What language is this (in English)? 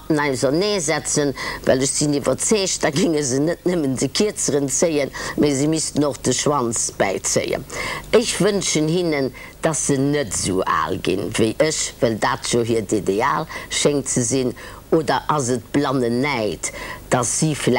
Luxembourgish